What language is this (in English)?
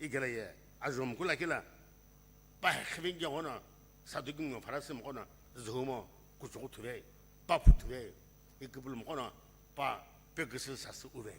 Sumi Naga